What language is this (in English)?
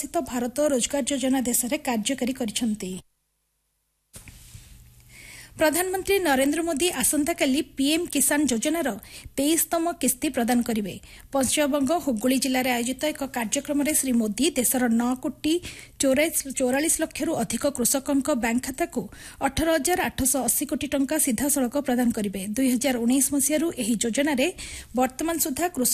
Odia